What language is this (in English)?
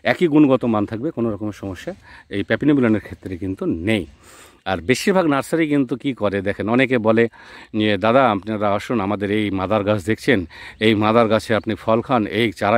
Bangla